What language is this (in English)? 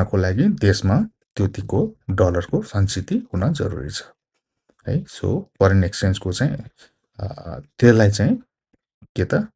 Nepali